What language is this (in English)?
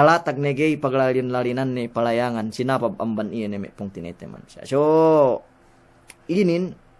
Yakan